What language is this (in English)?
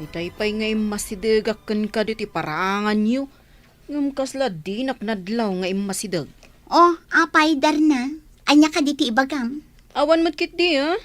Iloko